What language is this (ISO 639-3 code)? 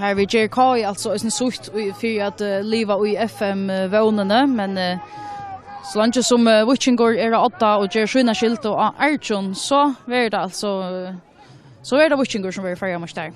fao